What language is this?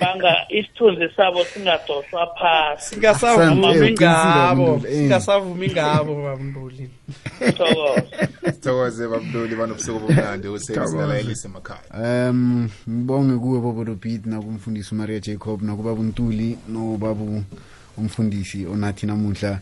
South Ndebele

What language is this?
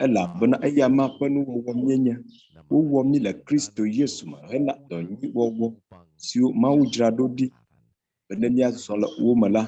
Ewe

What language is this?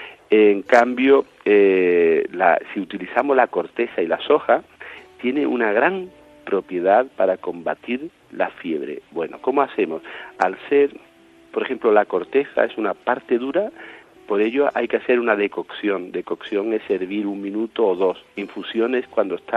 Spanish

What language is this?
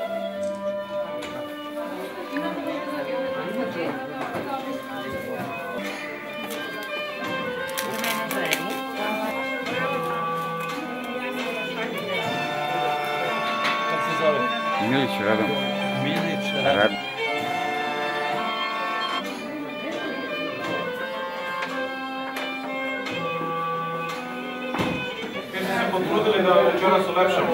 Serbian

